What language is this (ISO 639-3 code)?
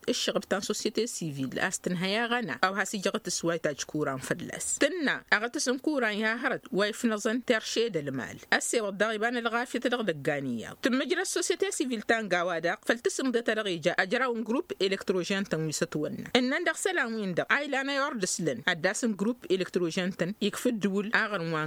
taq